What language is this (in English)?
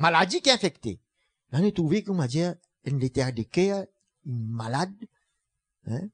Morisyen